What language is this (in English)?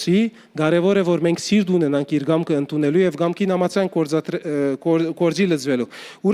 Western Armenian